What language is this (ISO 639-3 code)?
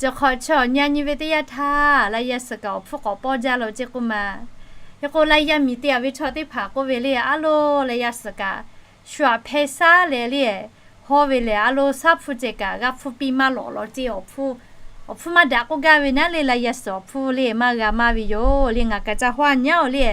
lhu